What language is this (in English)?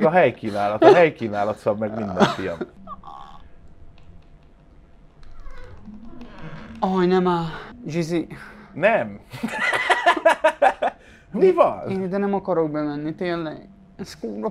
Hungarian